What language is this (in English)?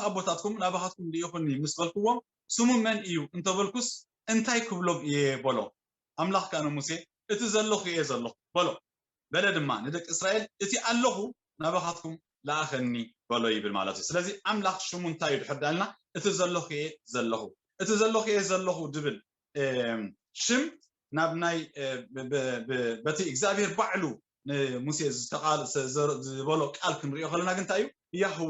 Tigrinya